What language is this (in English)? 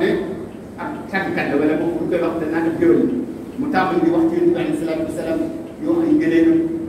Wolof